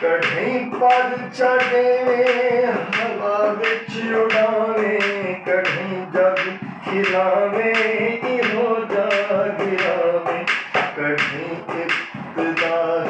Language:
Saraiki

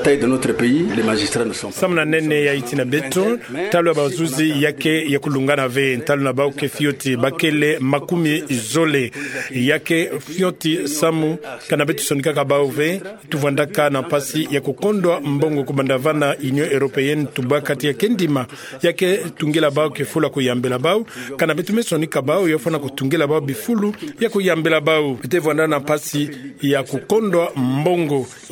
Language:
Kituba (Democratic Republic of Congo)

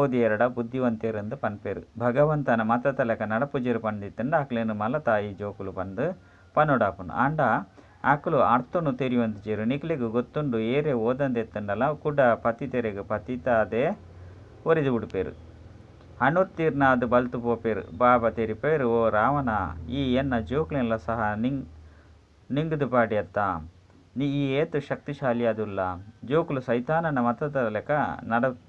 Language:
Tulu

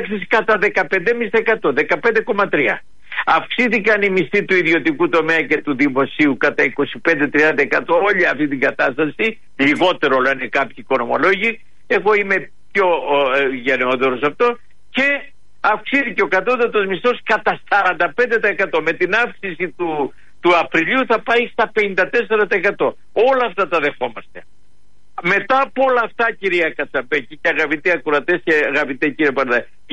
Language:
Greek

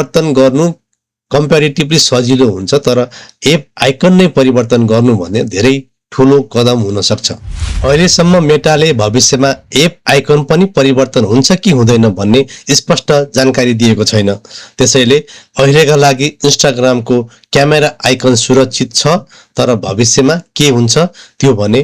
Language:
Nepali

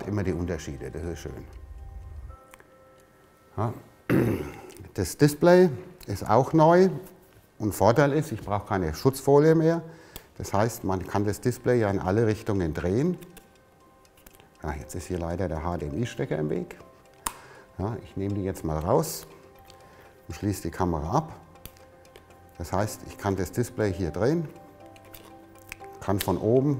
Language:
German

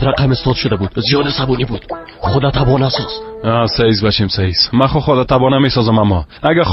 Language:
Persian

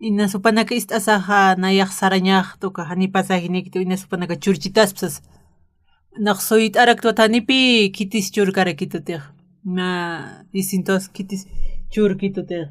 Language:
Aymara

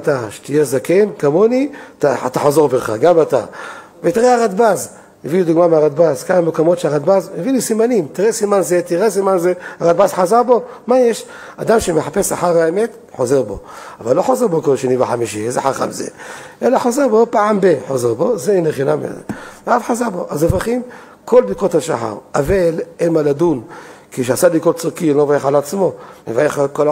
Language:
Hebrew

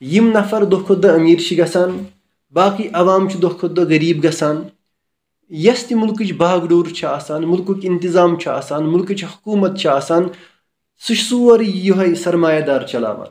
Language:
Kashmiri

